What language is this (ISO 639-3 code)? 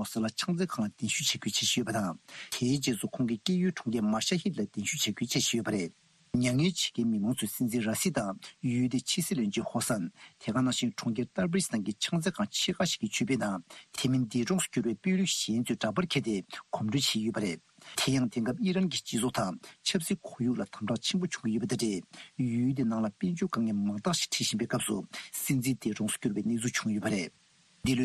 bod